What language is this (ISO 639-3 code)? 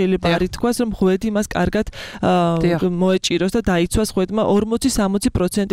kat